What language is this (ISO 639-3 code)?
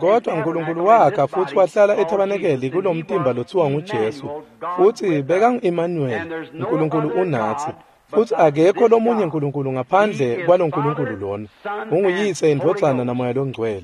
ssw